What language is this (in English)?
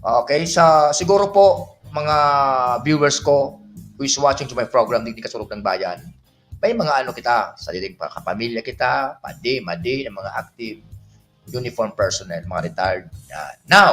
Bikol